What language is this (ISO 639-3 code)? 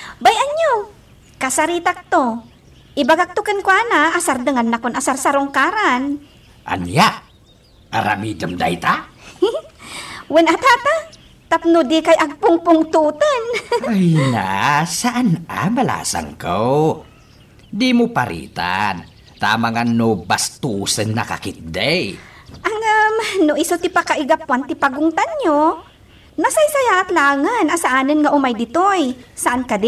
ilo